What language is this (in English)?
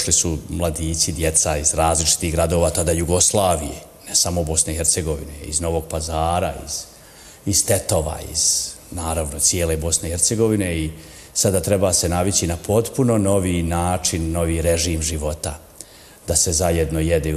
Bosnian